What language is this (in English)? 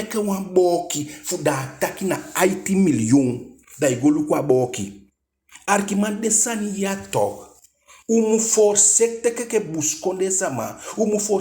Eastern Maroon Creole